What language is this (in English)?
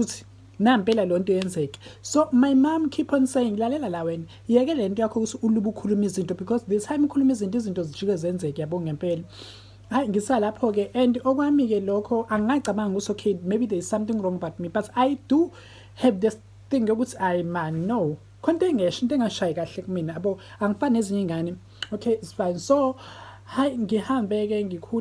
Zulu